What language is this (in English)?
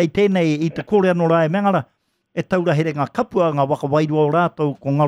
Māori